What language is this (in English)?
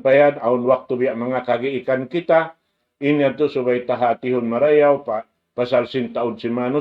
Tausug